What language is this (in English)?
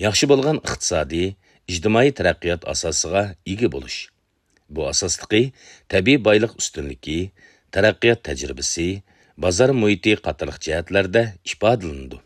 Uyghur